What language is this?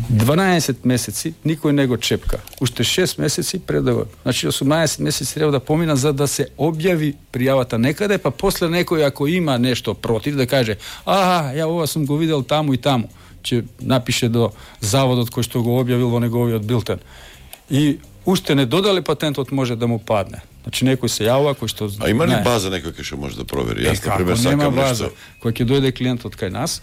Macedonian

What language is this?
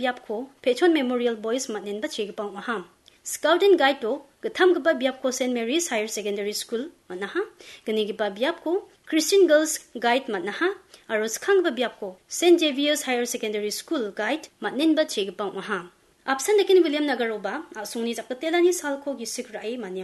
Garo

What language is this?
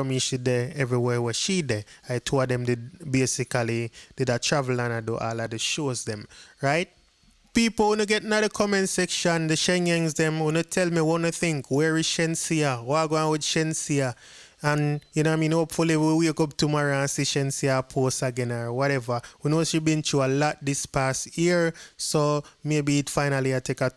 Jamaican Creole English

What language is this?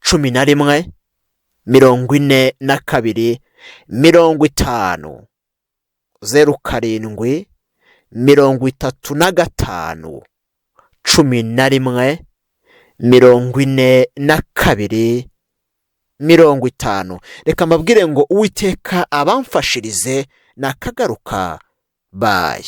Kinyarwanda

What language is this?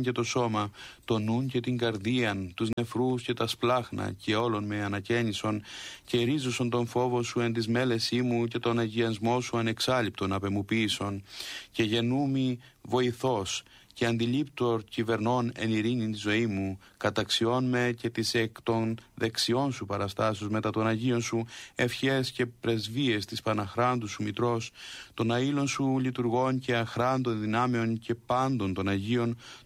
Greek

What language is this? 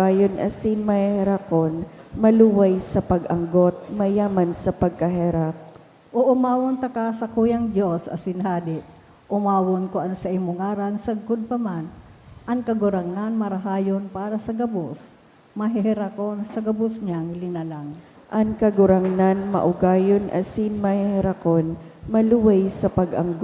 Bikol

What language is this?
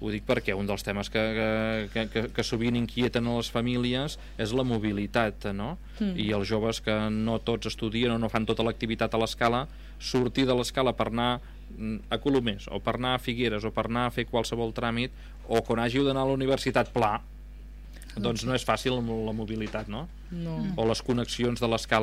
Catalan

